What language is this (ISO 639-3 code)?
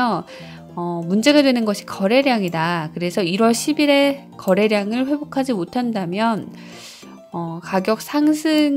kor